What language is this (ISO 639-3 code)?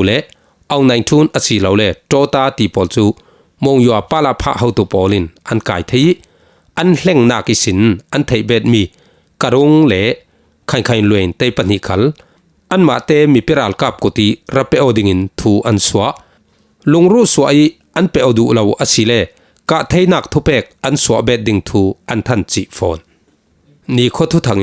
cfm